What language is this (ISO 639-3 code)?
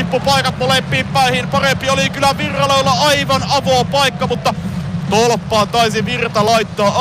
fin